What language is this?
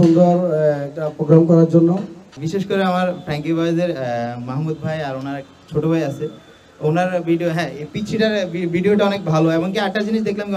Bangla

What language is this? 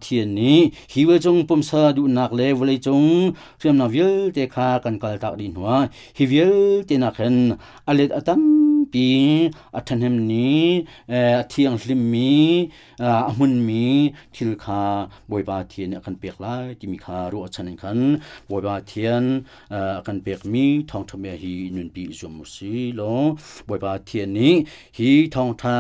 Hakha Chin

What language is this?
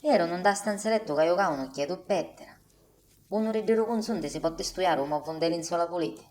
Sicilian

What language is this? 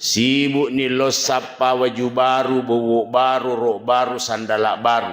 Buginese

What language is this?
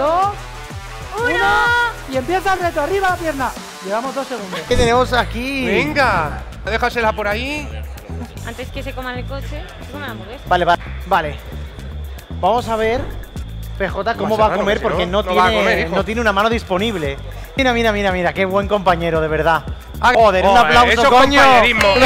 Spanish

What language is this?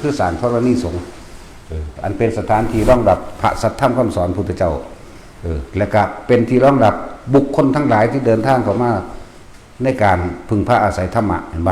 Northeastern Thai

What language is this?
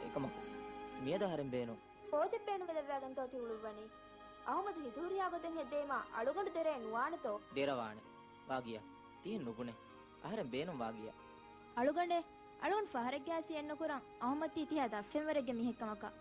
Divehi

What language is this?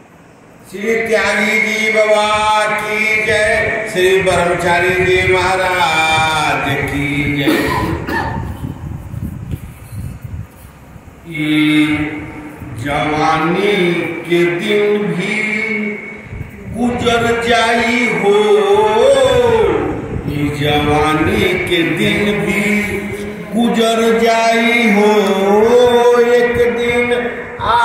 Bhojpuri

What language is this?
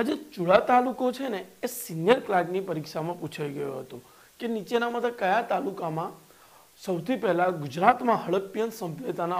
Gujarati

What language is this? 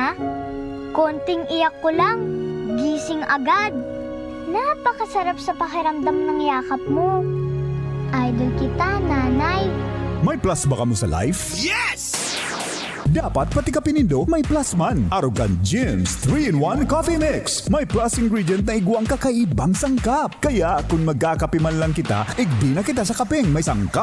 Bikol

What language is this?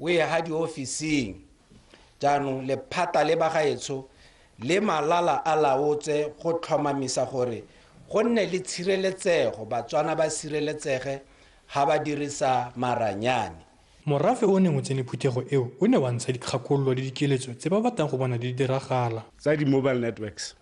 Tswana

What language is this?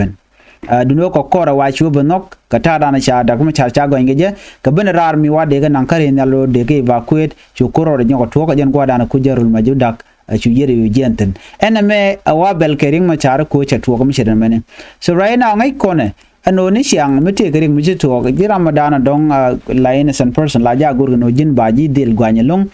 Nuer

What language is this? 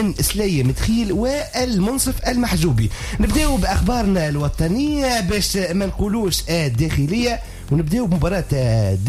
Tunisian Arabic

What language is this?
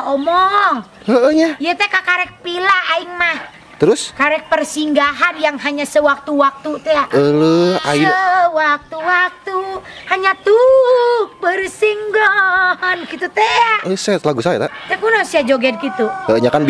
Sundanese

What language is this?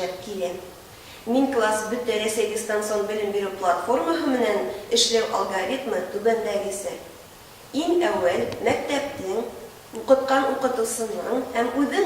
Bashkir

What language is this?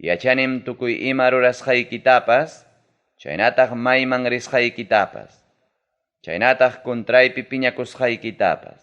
Ayacucho Quechua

